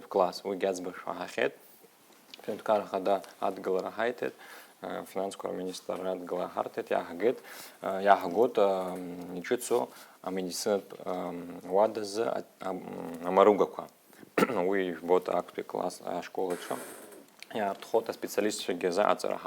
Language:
Abkhazian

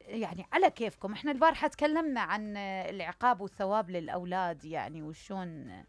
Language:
Mesopotamian Arabic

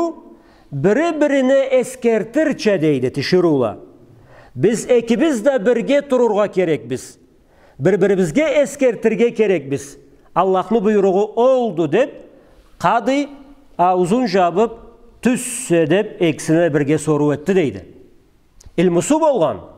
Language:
Karachay-Balkar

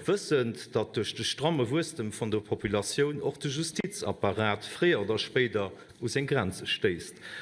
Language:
Luxembourgish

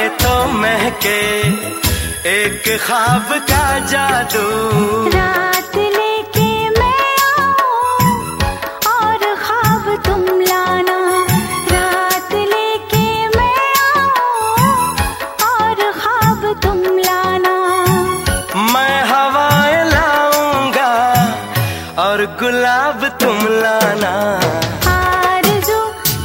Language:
Hindi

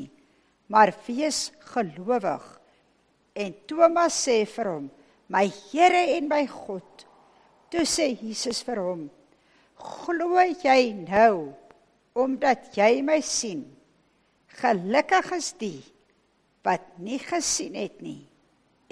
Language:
Afrikaans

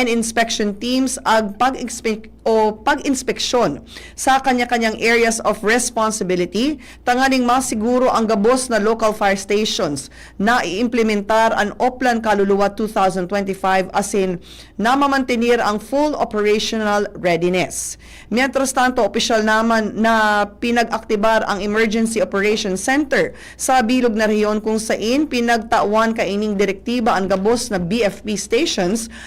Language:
Bikol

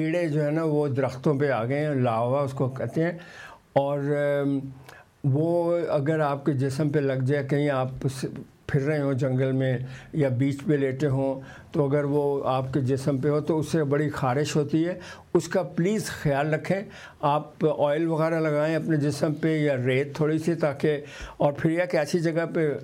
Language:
Urdu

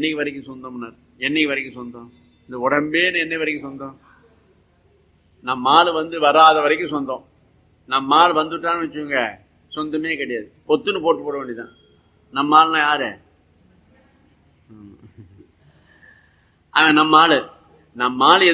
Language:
Tamil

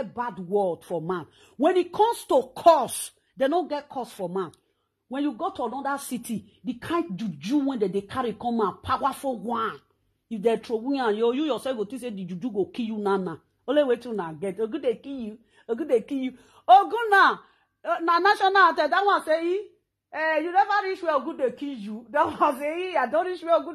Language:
Nigerian Pidgin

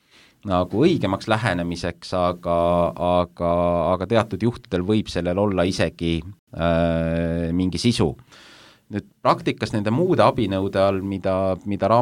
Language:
Estonian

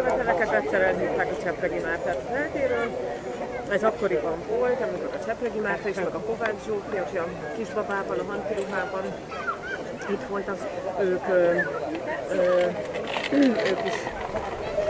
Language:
Hungarian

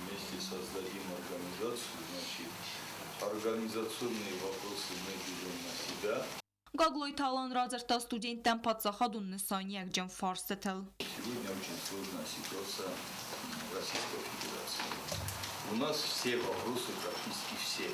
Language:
Ossetic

